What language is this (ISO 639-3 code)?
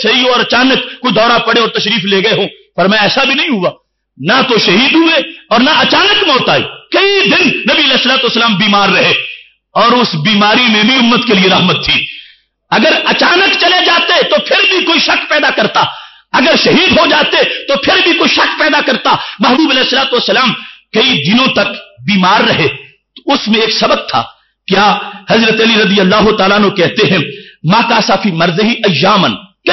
urd